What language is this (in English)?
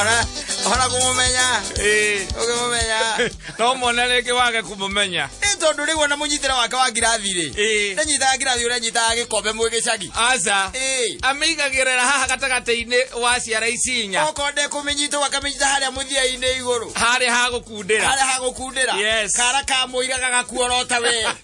Kikuyu